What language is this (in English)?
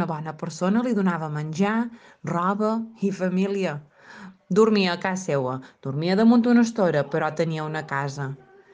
Catalan